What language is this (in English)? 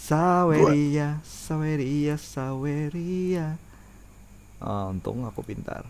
Banjar